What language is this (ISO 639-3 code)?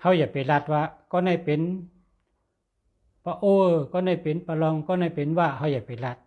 shn